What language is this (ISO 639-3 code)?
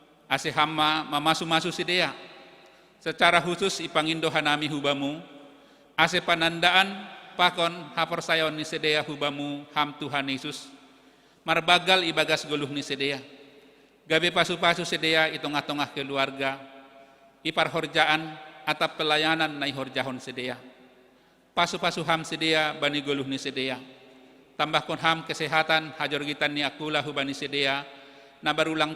bts